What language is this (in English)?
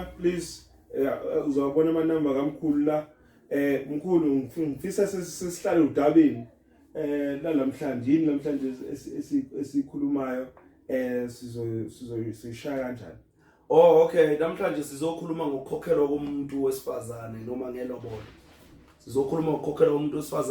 Zulu